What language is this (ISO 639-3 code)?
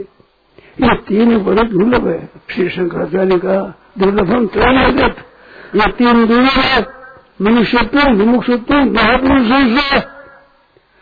hin